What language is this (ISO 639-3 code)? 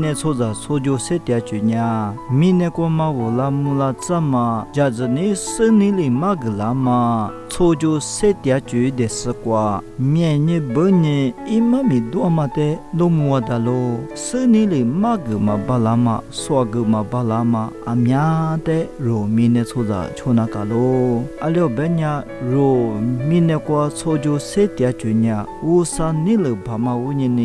lis